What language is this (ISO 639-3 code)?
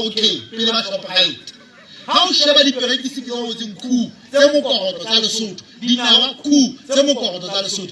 sot